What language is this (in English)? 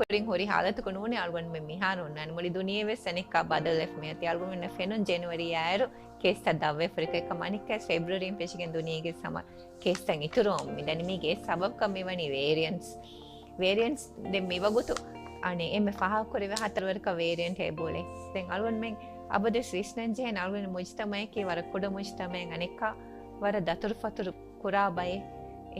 Divehi